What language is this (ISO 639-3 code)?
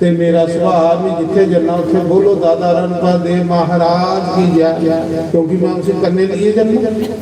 doi